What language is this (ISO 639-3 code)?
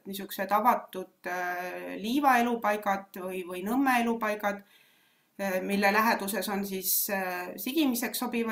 est